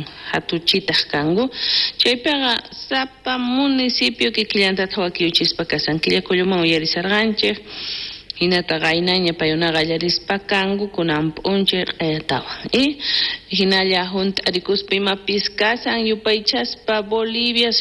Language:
South Bolivian Quechua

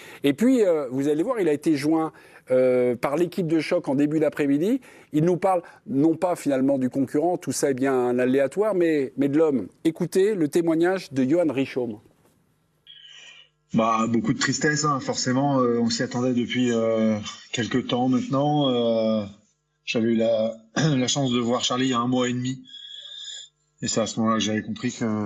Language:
French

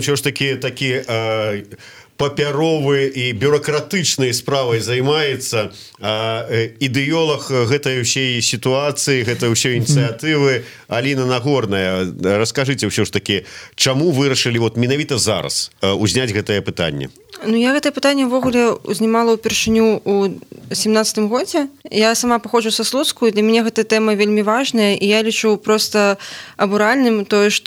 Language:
Belarusian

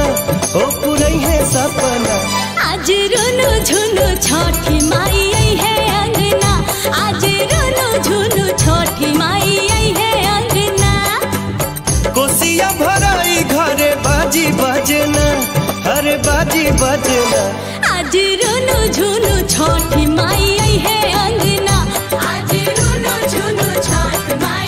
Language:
Bhojpuri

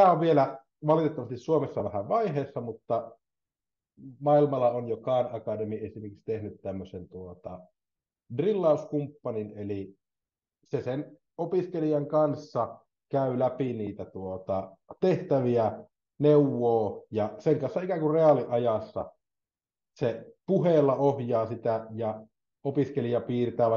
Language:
Finnish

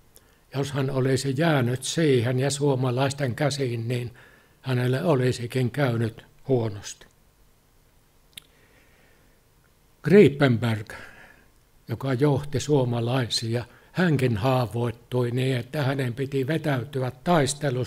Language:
Finnish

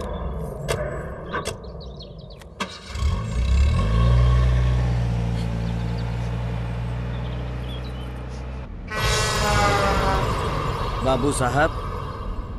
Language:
Bhojpuri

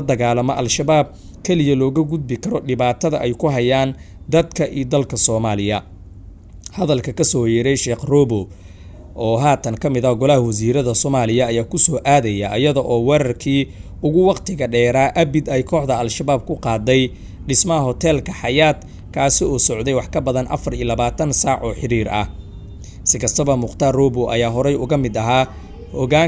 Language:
Somali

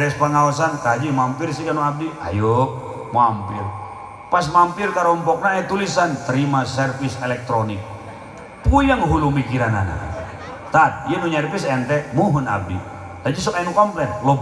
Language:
Sundanese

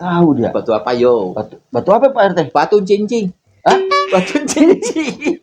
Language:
Betawi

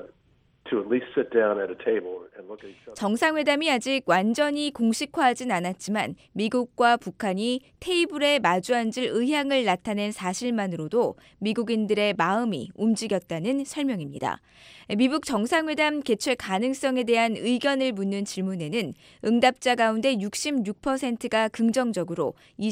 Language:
Korean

